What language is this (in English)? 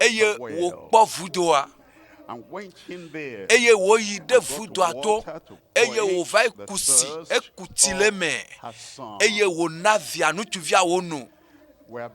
Ewe